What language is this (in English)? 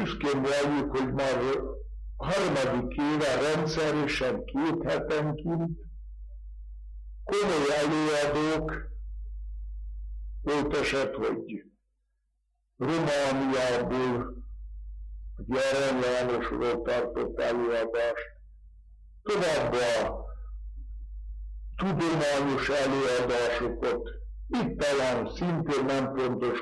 Hungarian